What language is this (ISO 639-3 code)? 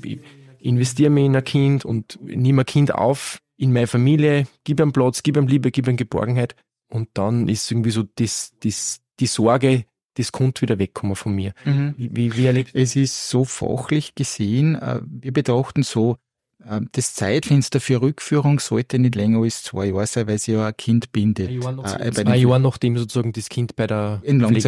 deu